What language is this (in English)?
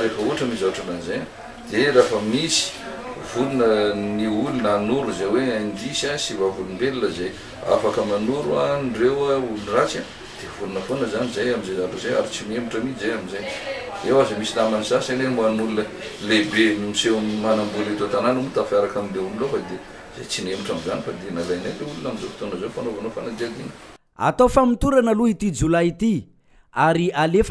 Malagasy